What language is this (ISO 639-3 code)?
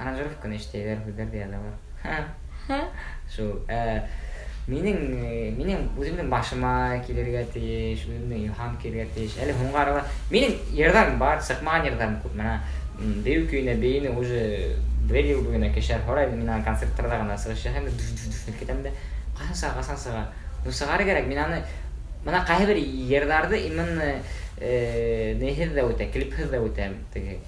bak